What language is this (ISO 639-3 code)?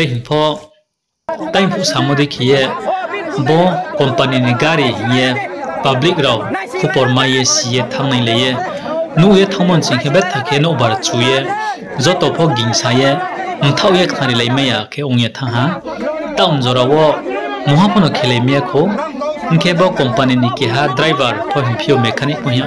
ria